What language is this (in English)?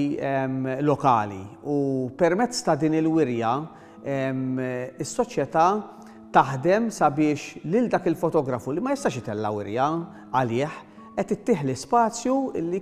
Maltese